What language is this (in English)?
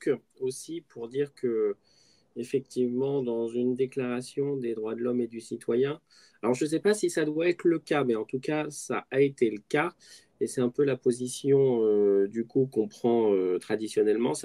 French